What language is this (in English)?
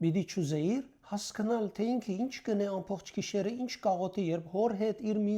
Western Armenian